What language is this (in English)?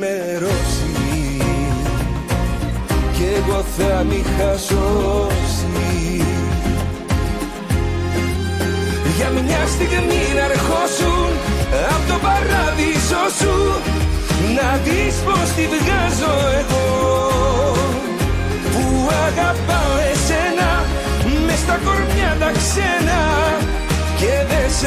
Greek